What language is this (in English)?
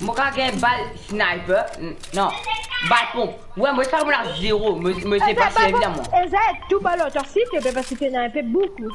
Morisyen